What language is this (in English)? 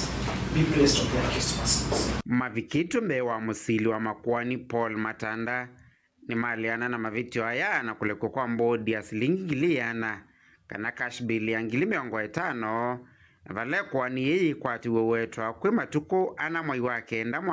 Kamba